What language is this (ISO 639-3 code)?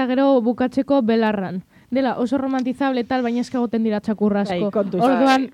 eus